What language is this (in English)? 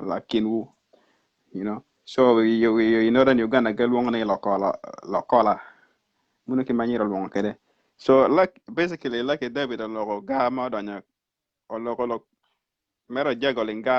Acoli